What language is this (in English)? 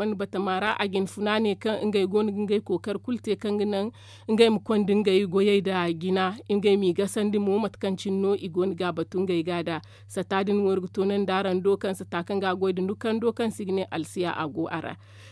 Zarma